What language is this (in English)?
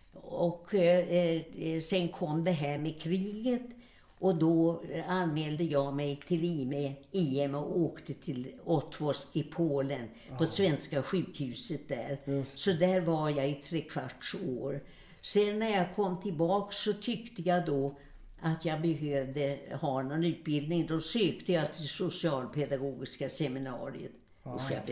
Swedish